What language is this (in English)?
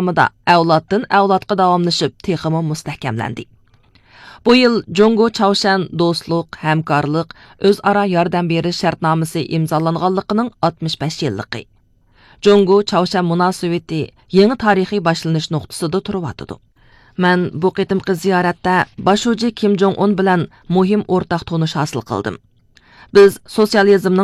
Uyghur